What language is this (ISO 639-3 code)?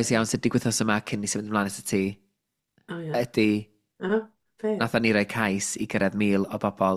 cym